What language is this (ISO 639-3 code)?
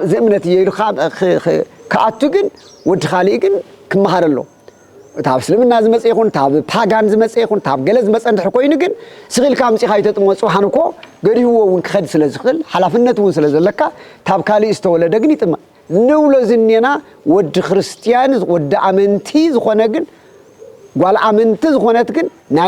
tir